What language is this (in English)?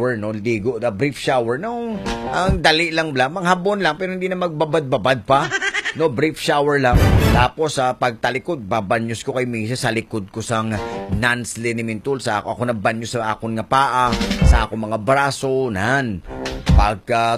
Hiligaynon